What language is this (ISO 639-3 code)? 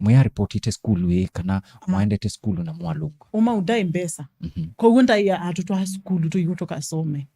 kam